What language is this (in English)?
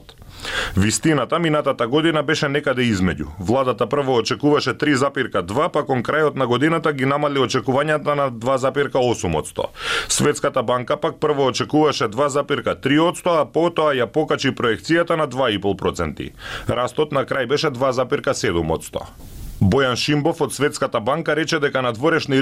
Macedonian